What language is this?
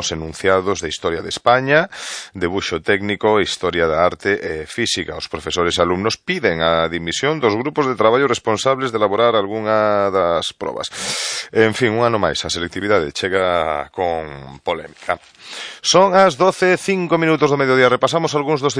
Galician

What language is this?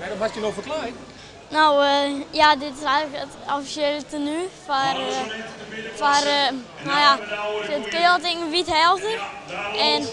Western Frisian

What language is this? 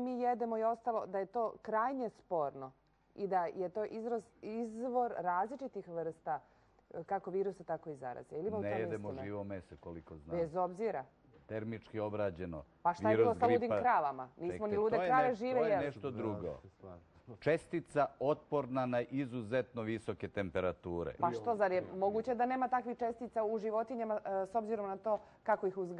Serbian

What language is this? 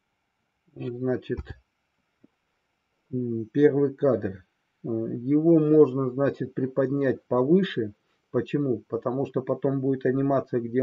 Russian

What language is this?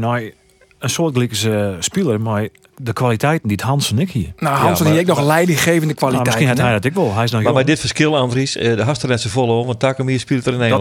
Western Frisian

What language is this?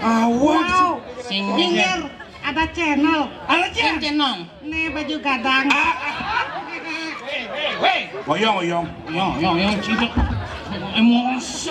Balinese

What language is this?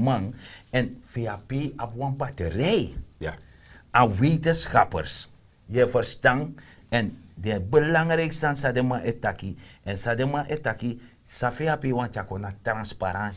Sranan Tongo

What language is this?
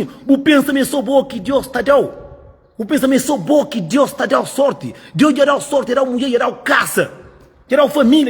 Kabuverdianu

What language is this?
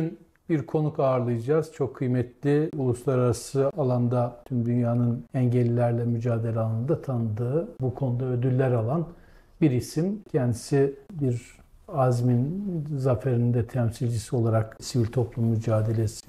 Turkish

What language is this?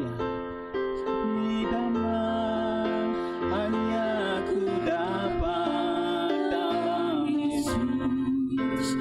Batak Toba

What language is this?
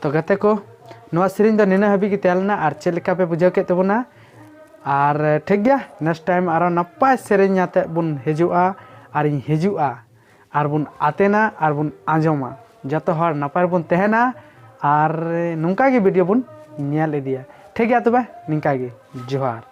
Santali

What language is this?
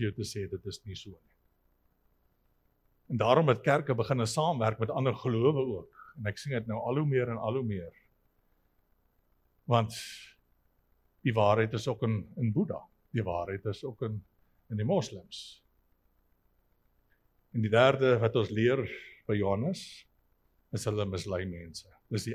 Afrikaans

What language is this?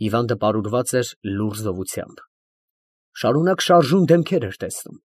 Armenian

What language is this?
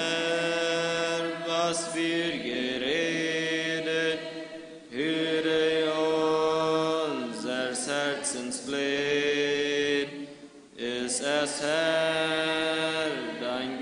Plautdietsch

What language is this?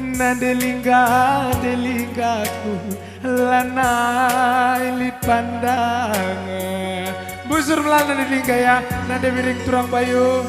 Batak Karo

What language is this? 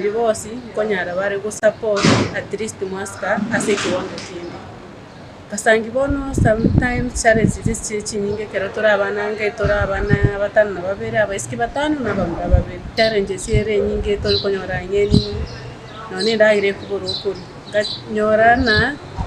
Gusii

